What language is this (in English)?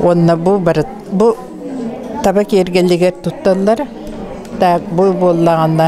Yakut